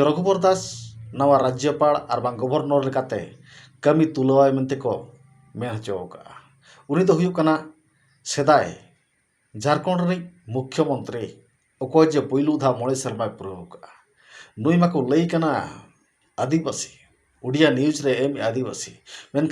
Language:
Santali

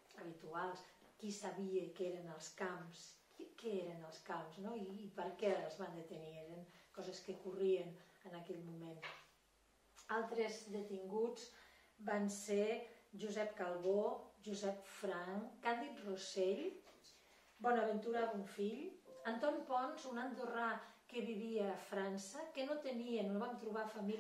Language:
Catalan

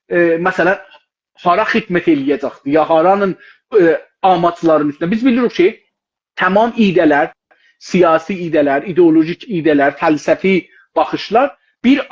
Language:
South Azerbaijani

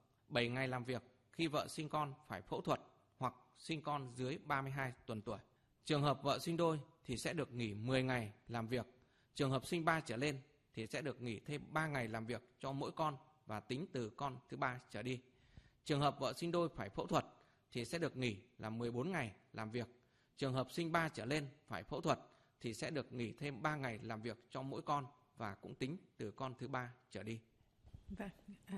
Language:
Vietnamese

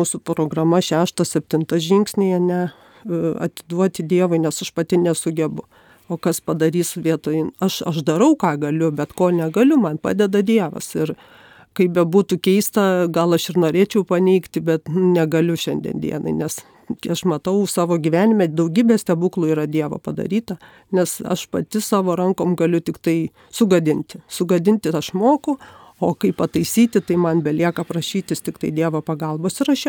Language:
Lithuanian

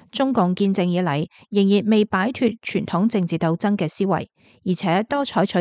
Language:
Cantonese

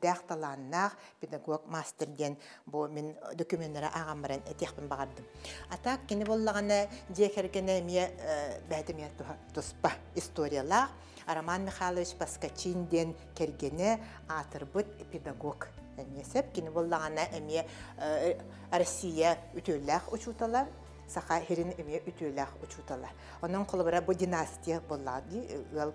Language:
Yakut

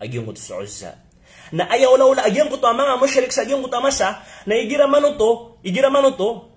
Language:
Maranao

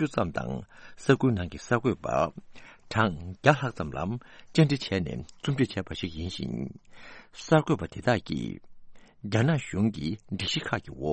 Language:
Tibetan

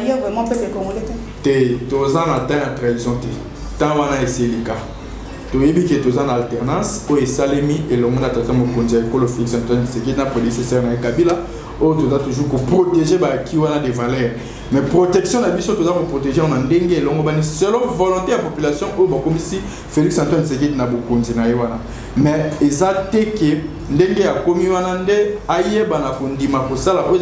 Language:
Lingala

